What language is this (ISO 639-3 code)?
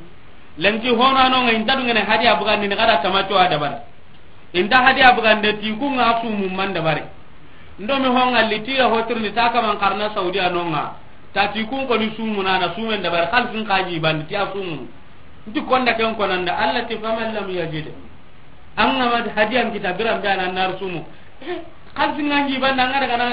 snk